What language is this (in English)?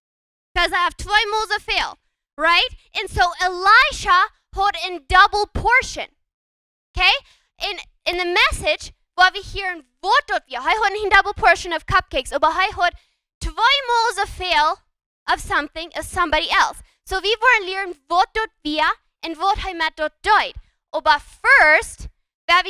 Plautdietsch